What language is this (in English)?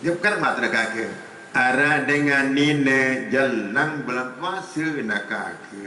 Sasak